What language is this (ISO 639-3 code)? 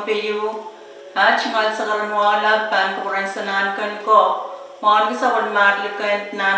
pon